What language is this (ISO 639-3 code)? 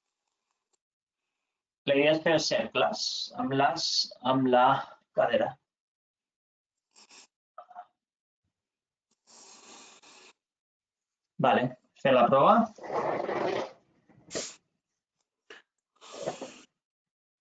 cat